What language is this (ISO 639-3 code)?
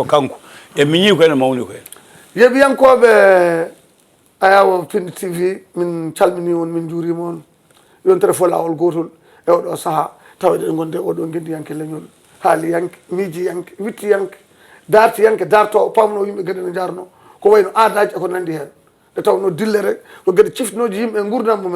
ful